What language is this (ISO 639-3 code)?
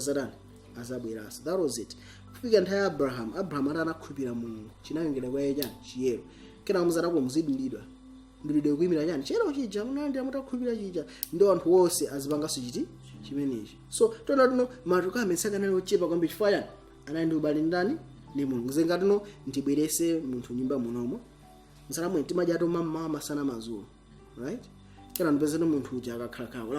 nya